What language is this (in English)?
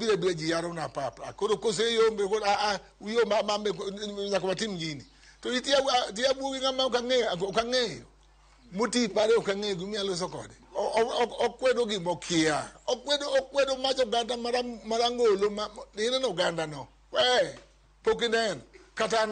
Luo (Kenya and Tanzania)